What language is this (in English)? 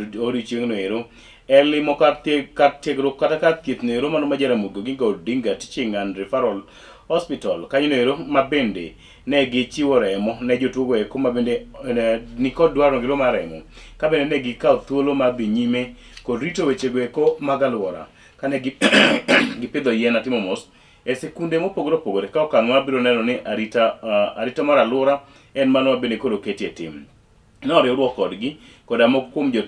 Luo (Kenya and Tanzania)